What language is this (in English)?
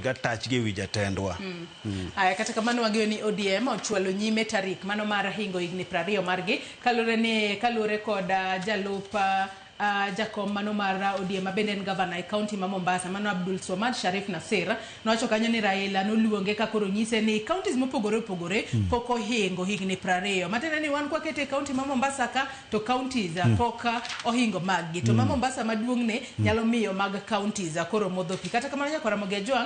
Luo (Kenya and Tanzania)